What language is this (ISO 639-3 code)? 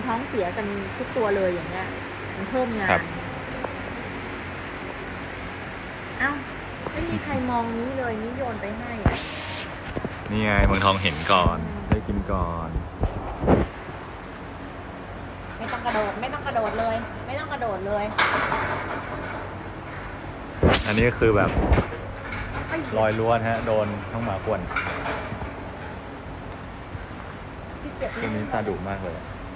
tha